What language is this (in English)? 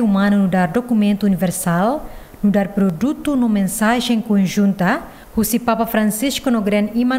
Tetum